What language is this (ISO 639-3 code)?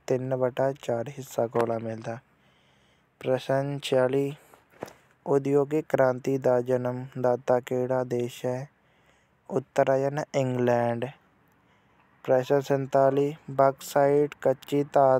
pan